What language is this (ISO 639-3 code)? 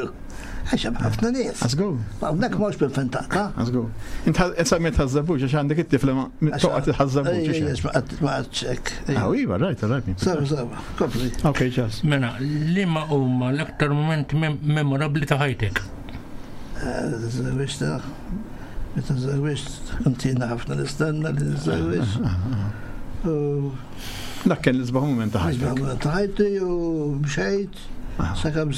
mlt